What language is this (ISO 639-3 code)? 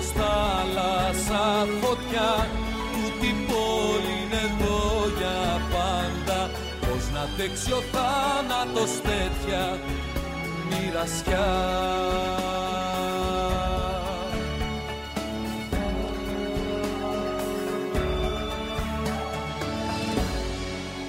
ell